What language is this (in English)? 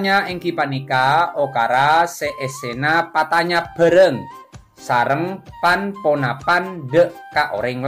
Madurese